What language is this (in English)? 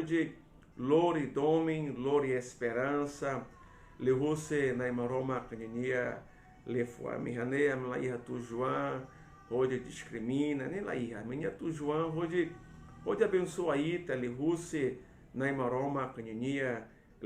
Tetum